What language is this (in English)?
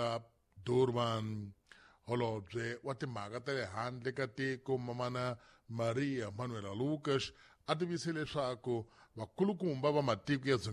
Tsonga